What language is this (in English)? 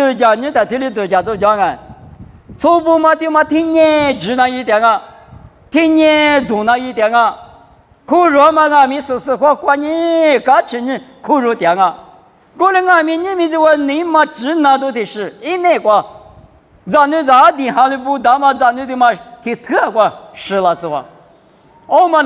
Lisu